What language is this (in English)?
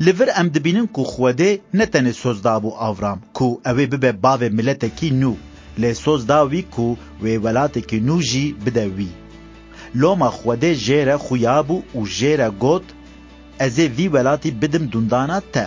Kurdish